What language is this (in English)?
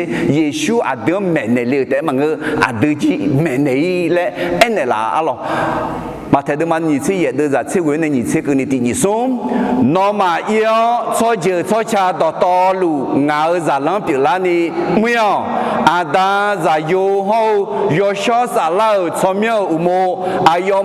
Akha